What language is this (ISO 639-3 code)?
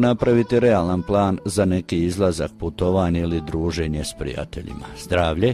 hrv